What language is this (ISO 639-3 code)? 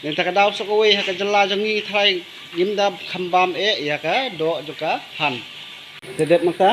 kha